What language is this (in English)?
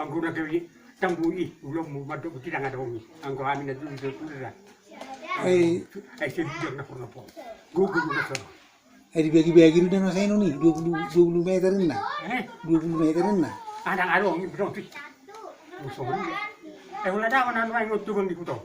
Batak Toba